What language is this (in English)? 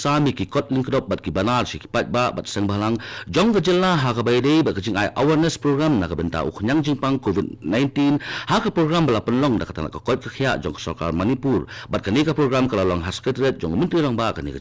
Khasi